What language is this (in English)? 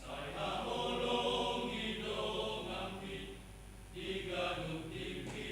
Batak Toba